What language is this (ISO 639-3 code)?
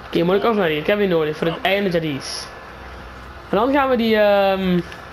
nld